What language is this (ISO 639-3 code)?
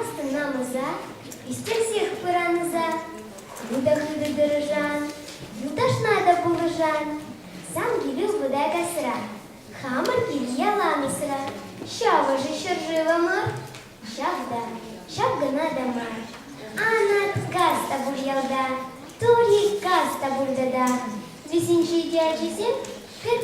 chv